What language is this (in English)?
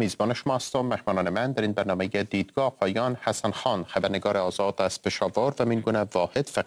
Persian